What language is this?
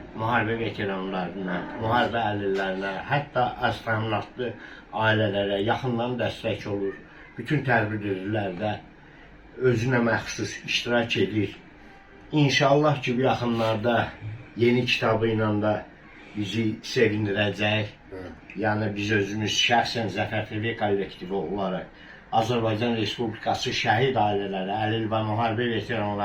Azerbaijani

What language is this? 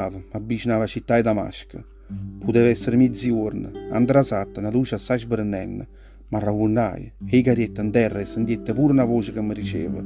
Neapolitan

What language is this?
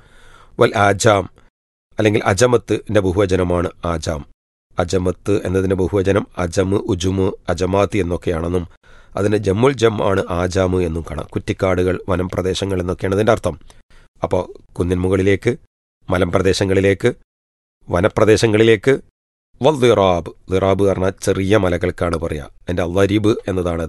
Malayalam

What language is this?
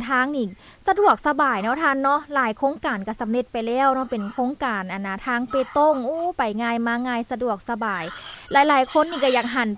Lao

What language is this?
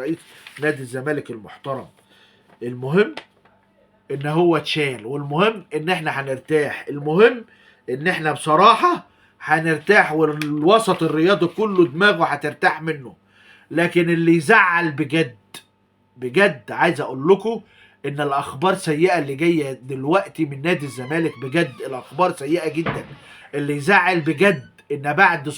Egyptian Arabic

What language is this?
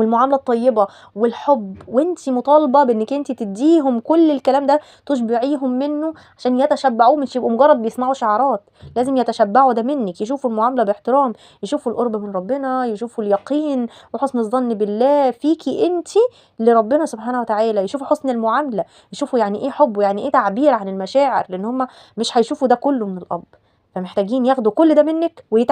Egyptian Arabic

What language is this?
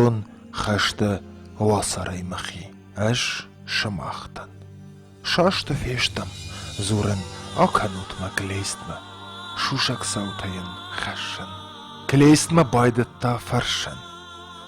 Ossetic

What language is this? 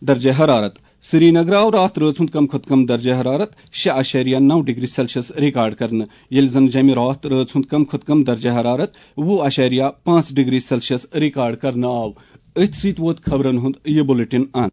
Kashmiri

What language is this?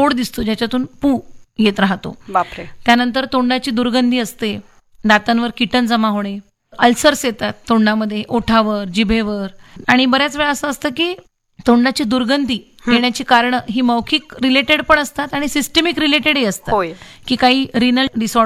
Marathi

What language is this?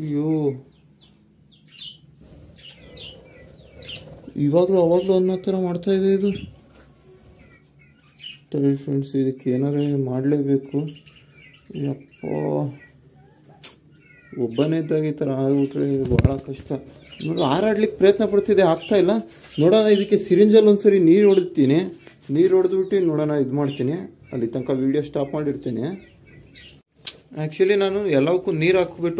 Kannada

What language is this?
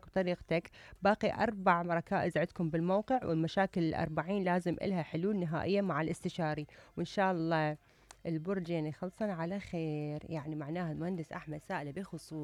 Mesopotamian Arabic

